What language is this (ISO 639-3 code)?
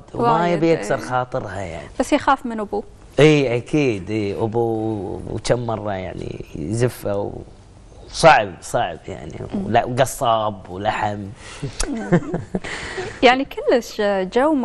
afb